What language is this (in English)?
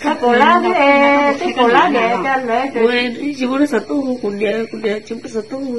Hmong